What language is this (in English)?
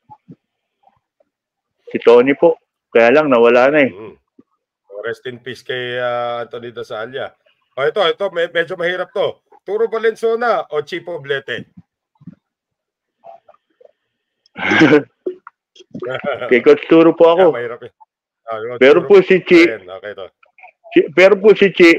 Filipino